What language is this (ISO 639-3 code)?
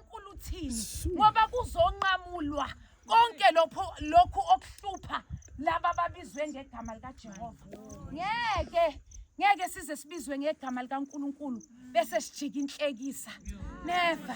zul